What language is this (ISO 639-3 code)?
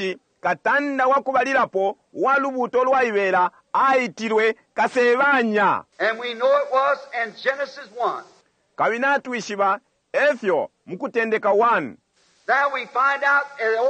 bem